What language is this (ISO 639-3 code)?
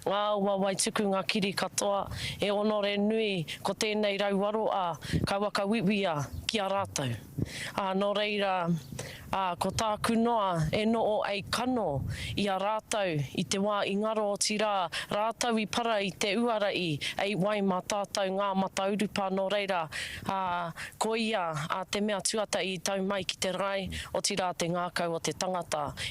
mri